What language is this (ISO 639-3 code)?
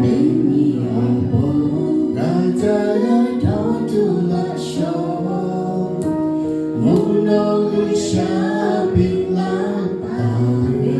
lhu